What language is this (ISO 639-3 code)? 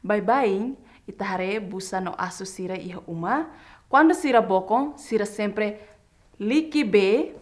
tet